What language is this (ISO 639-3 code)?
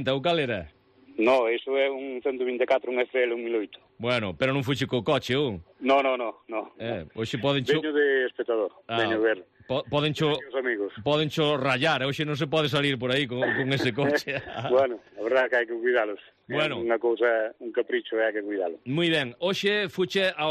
glg